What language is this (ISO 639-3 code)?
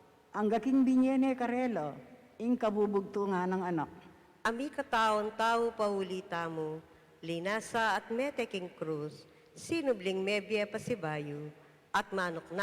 pam